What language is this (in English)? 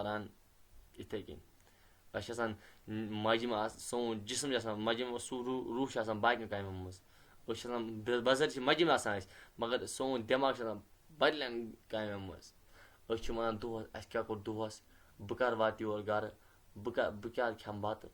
Kashmiri